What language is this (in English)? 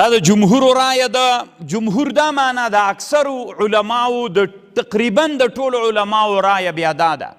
Pashto